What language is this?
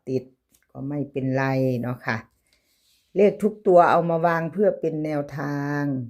Northeastern Thai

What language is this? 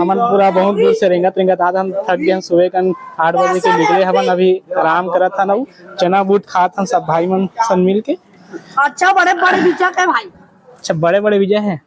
Chhattisgarhi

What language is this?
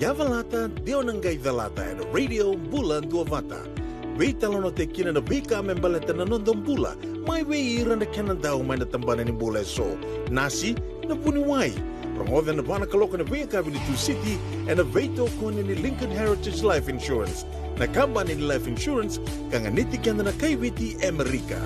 Fijian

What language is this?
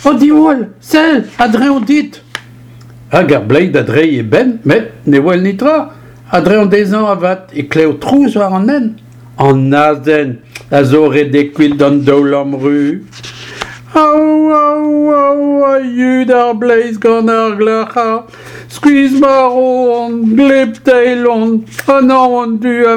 Breton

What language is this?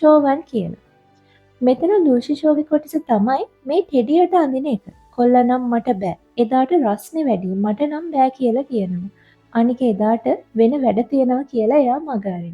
Sinhala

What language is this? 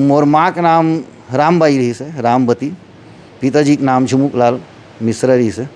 Chhattisgarhi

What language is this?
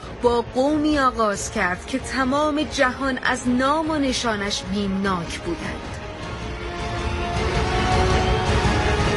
Persian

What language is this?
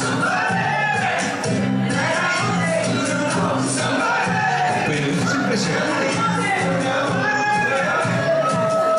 Spanish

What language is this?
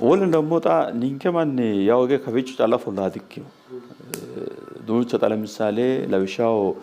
Sidamo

